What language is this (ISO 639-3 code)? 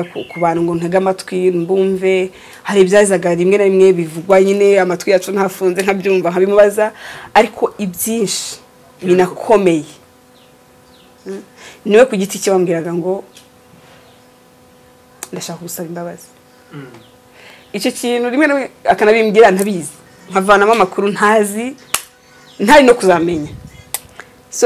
kin